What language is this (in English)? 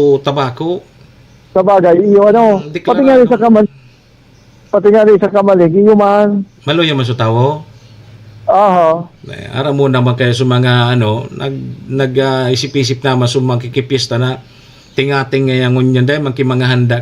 Bikol